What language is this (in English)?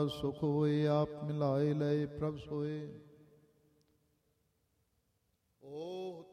Punjabi